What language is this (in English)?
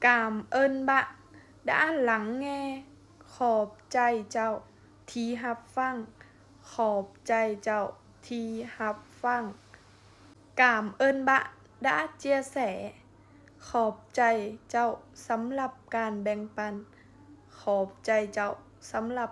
Lao